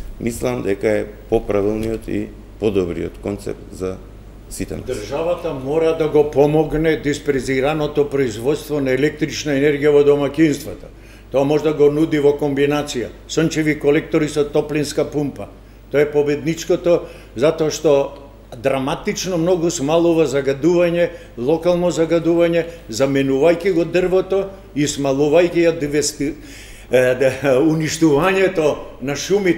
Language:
Macedonian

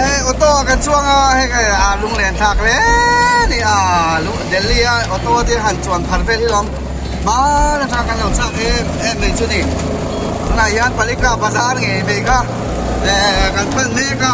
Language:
Mizo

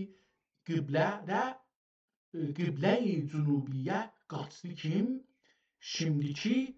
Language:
South Azerbaijani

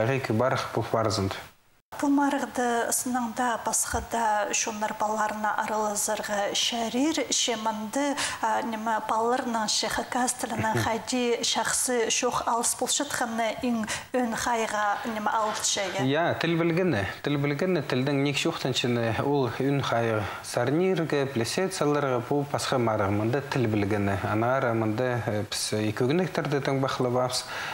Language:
Khakas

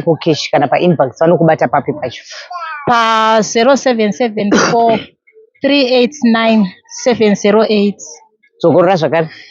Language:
Shona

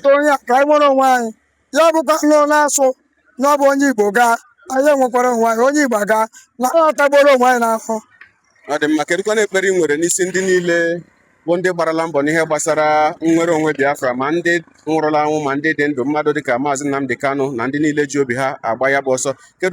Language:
Igbo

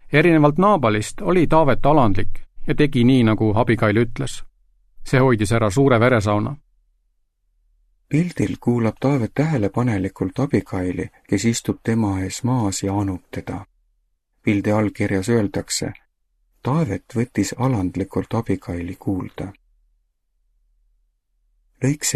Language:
Estonian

